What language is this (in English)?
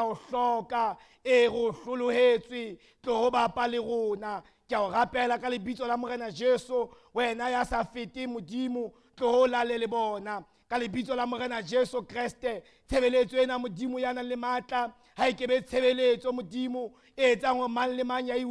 Southern Sotho